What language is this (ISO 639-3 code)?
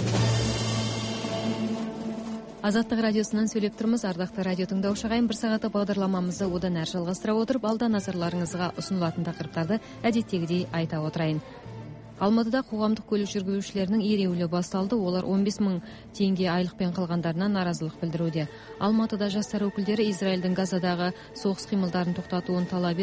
kaz